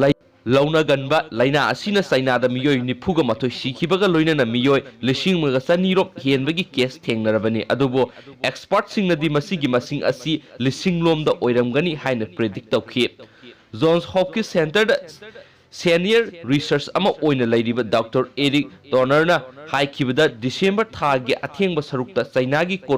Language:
Manipuri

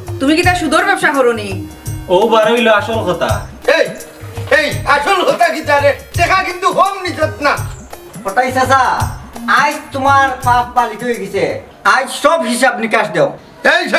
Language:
Sylheti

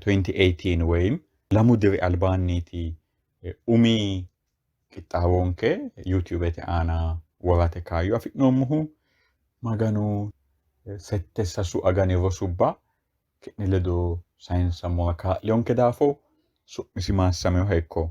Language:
Sidamo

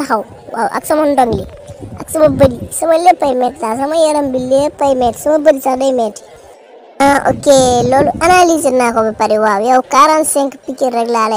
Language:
Wolof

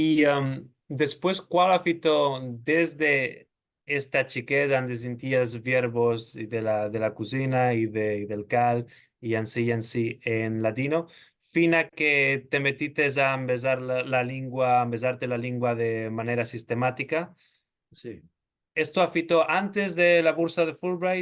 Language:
Ladino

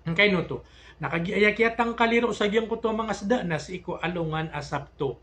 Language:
Maranao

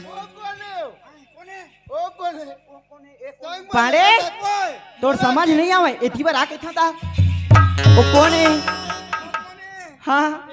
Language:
Chhattisgarhi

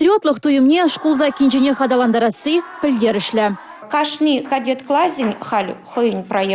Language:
Chuvash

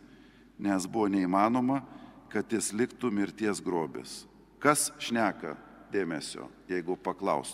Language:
Lithuanian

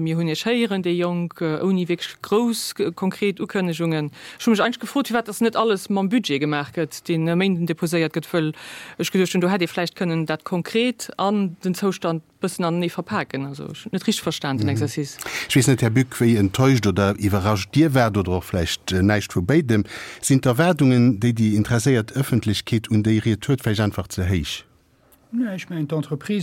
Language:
Luxembourgish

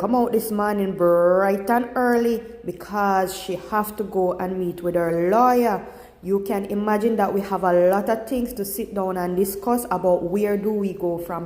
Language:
Jamaican Creole English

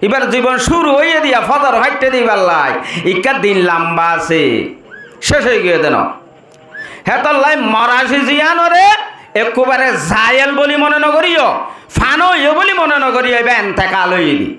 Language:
Rohingya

